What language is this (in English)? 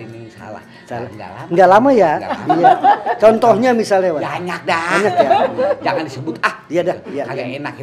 Betawi